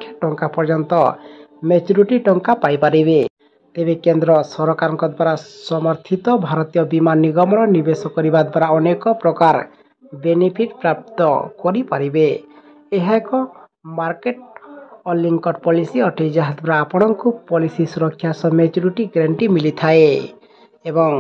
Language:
Odia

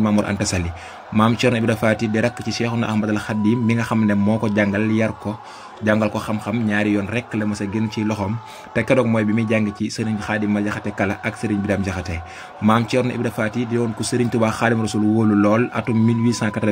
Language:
Wolof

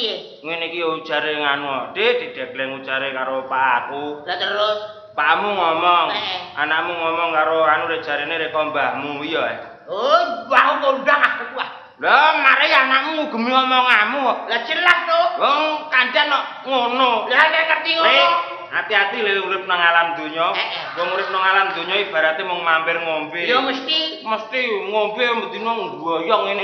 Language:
Javanese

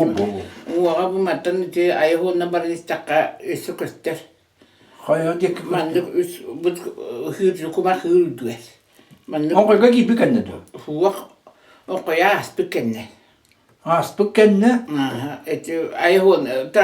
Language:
Yakut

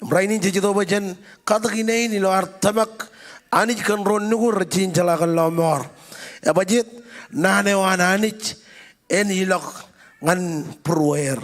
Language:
Marshallese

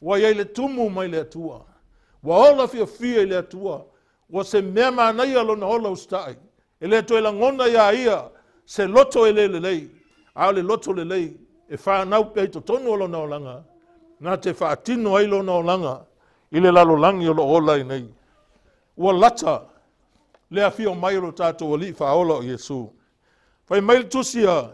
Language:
Samoan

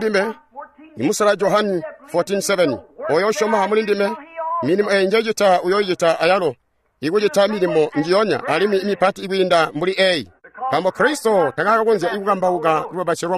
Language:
Tonga (Zambia)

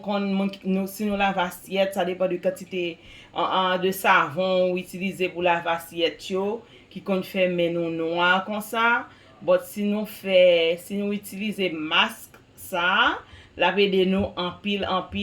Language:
Haitian Creole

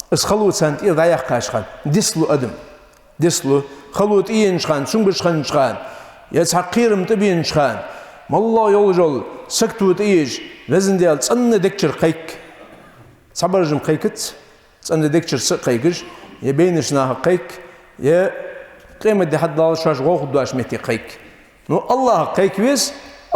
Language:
Ingush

